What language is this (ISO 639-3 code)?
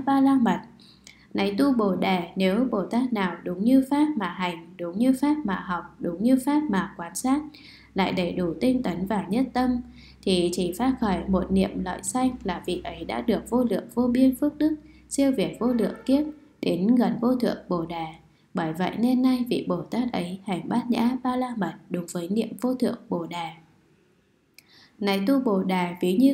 vie